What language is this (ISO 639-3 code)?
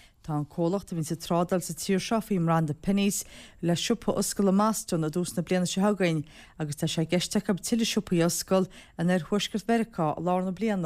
gle